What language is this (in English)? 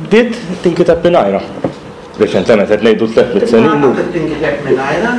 Maltese